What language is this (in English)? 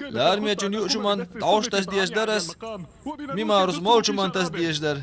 Chechen